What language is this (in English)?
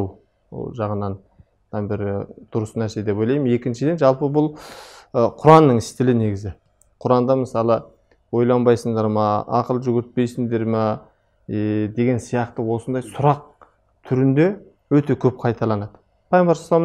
Kazakh